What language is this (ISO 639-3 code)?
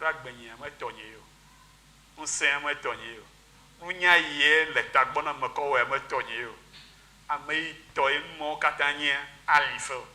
ewe